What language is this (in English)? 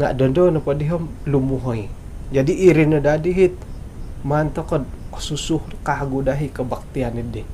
Central Dusun